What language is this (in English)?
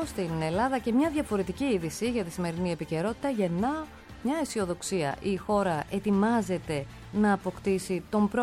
Greek